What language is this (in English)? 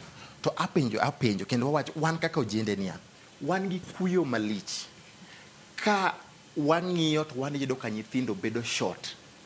Luo (Kenya and Tanzania)